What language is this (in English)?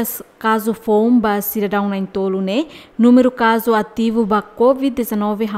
Tetum